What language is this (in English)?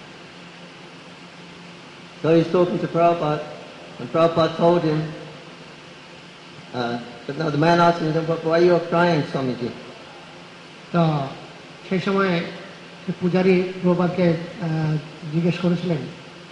Bangla